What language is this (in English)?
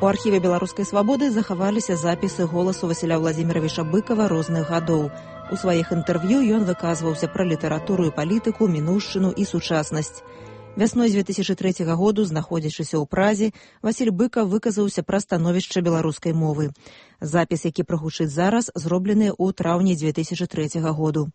Belarusian